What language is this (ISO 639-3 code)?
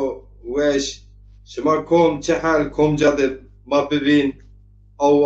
zza